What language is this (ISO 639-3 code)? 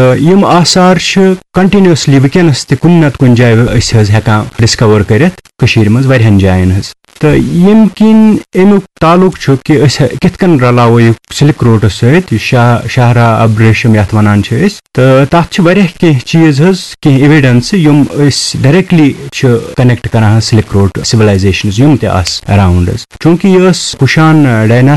kas